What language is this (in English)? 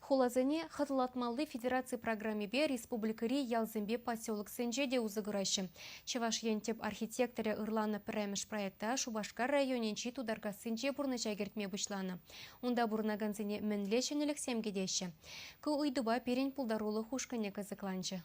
Chuvash